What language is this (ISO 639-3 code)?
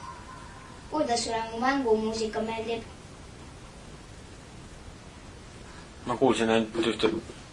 est